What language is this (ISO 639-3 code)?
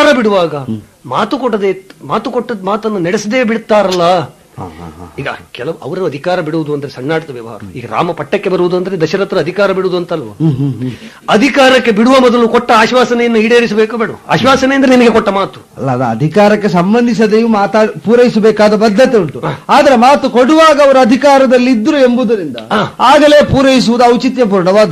kan